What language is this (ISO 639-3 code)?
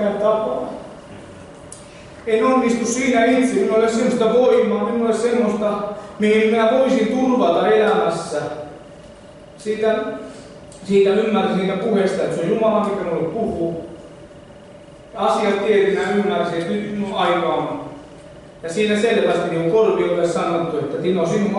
fin